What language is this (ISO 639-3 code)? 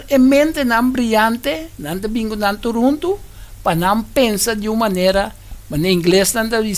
pap